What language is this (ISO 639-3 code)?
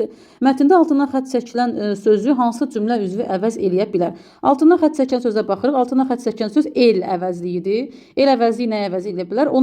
aze